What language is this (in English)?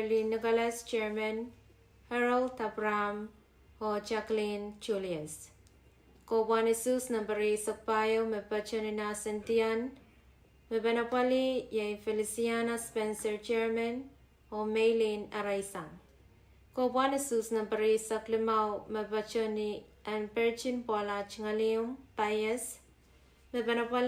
Pohnpeian